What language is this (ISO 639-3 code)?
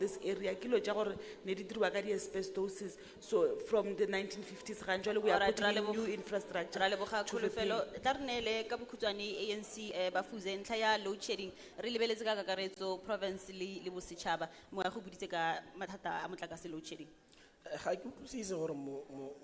tsn